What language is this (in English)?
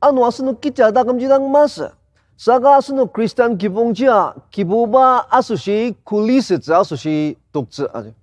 Ao Naga